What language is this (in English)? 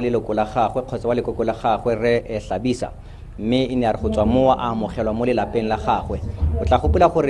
Tswana